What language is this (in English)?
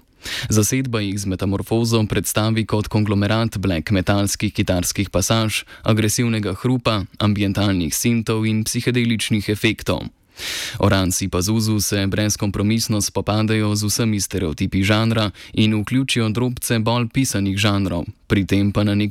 Slovenian